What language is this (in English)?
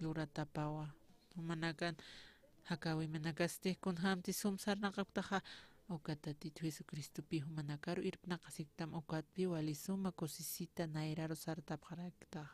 Aymara